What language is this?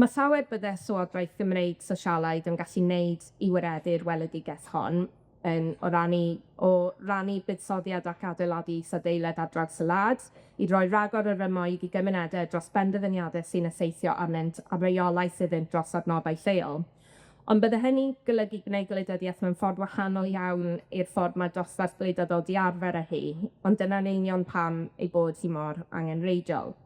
Welsh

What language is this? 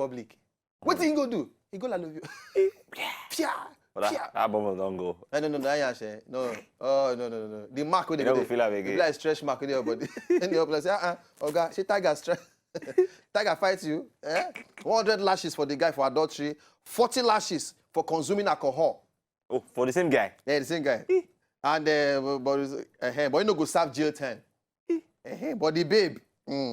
Nigerian Pidgin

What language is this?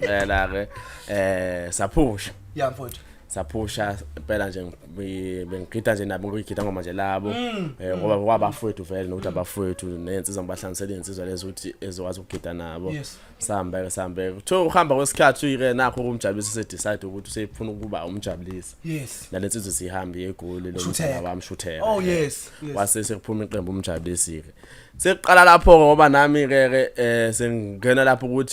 Zulu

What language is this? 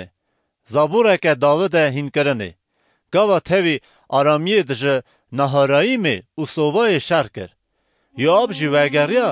Kurdish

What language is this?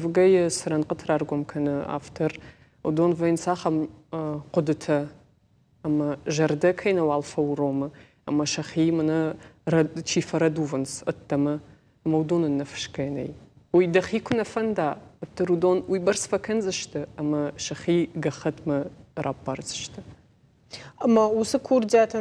Ossetic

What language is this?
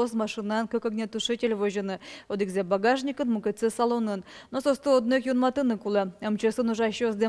Udmurt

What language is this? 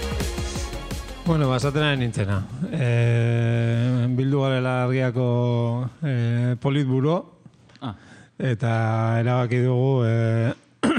Basque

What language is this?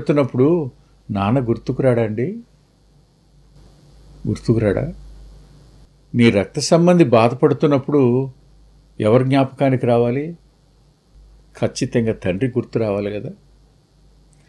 Telugu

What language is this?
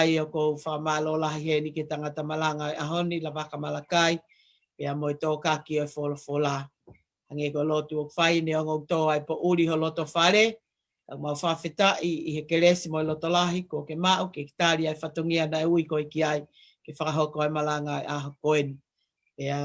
Tongan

